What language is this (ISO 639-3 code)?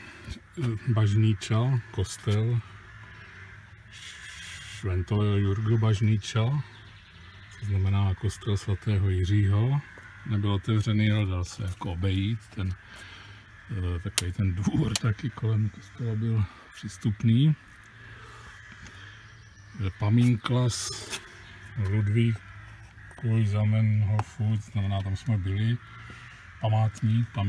ces